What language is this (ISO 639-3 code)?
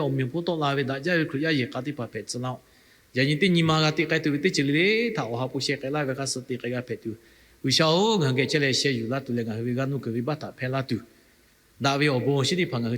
lhu